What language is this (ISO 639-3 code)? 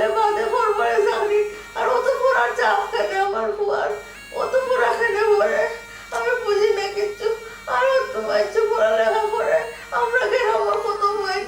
syl